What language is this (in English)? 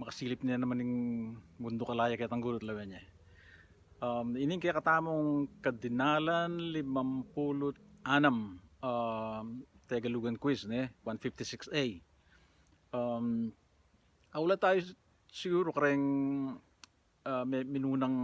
Pampanga